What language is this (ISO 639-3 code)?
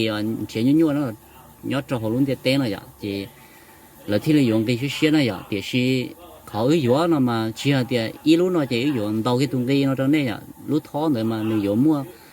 hmn